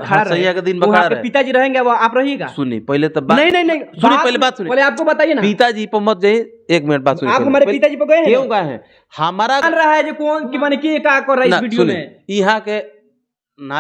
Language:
Bhojpuri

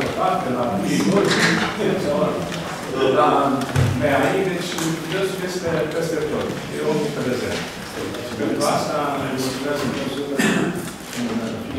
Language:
Romanian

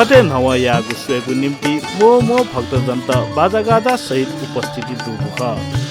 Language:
Newari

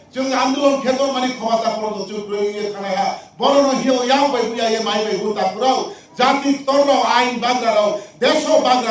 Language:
Riang (India)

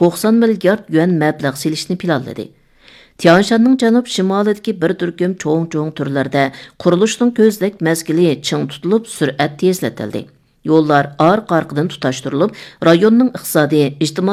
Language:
Uyghur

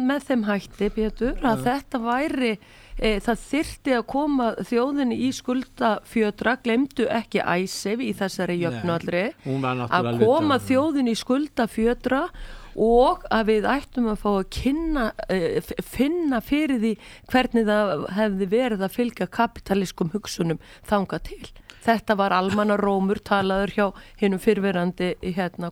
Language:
Icelandic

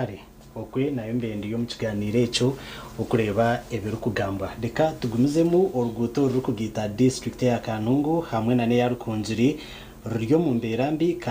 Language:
Nyankole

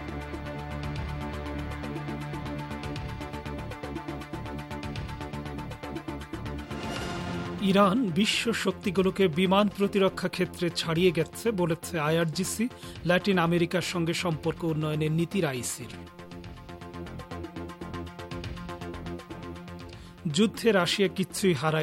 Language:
Bangla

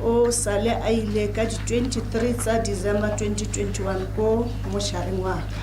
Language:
Tswana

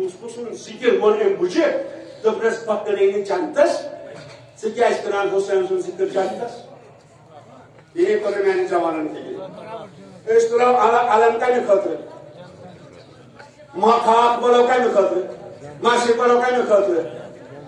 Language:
Kashmiri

